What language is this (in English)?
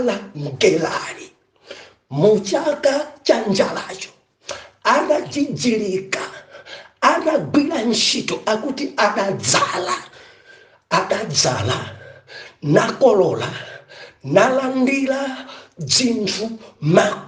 Nyanja